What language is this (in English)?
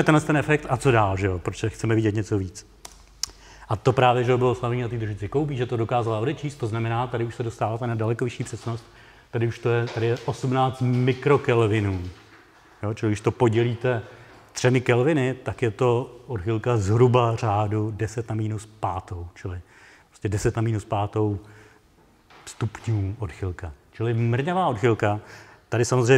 Czech